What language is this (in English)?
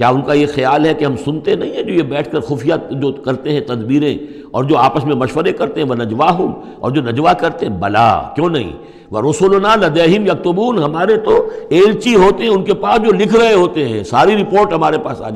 Urdu